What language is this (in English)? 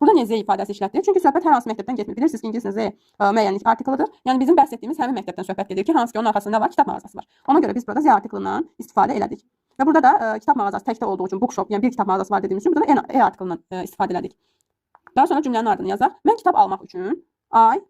Azerbaijani